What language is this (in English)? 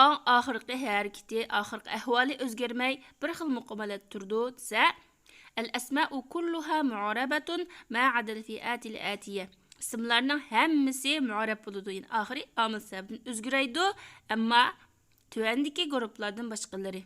Uyghur